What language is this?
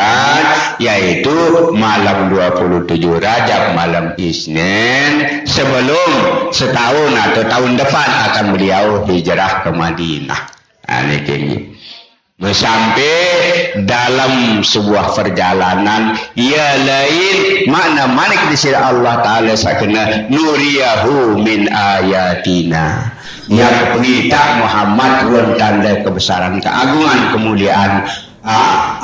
Sasak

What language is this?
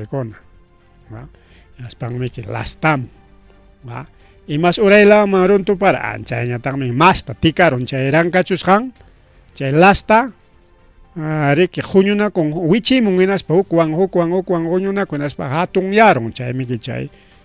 Ayacucho Quechua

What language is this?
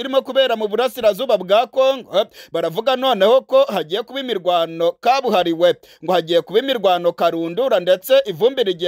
Kinyarwanda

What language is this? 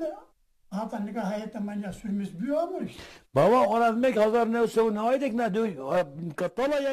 Zaza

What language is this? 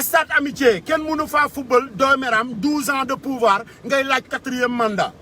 Wolof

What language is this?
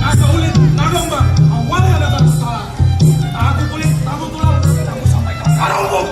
Banjar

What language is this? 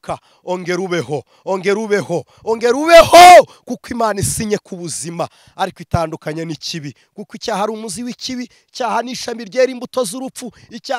Kinyarwanda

